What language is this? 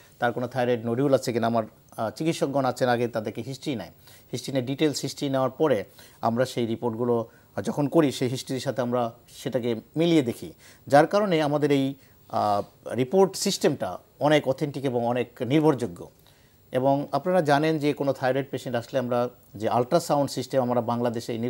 Bangla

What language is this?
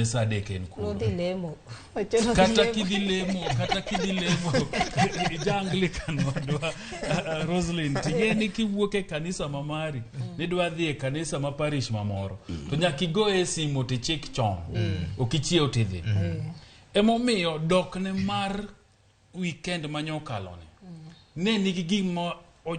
Luo (Kenya and Tanzania)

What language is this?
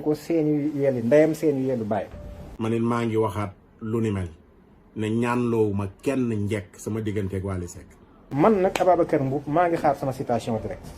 Wolof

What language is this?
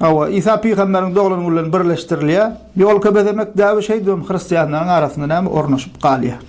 Turkmen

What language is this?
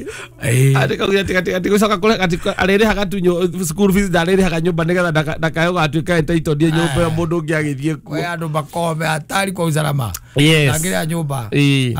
Kikuyu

